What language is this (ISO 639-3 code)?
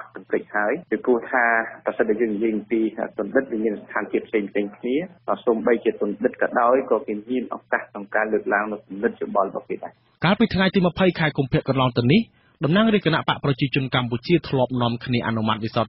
khm